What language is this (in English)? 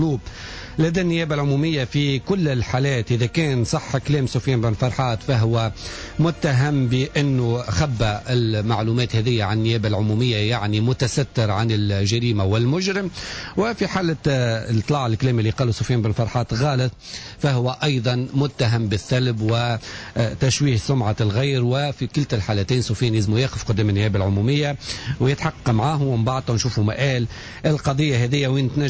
Tunisian Arabic